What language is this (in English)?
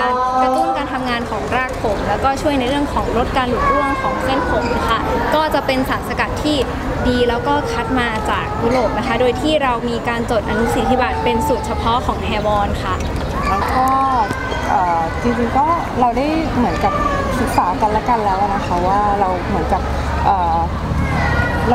Thai